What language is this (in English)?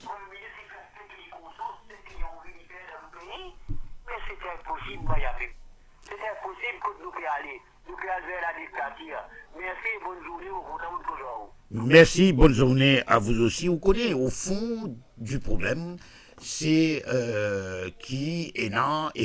Morisyen